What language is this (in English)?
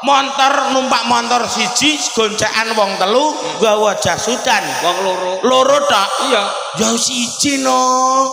Javanese